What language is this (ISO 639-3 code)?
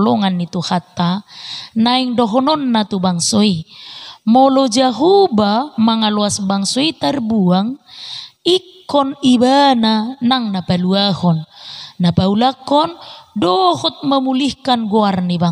bbc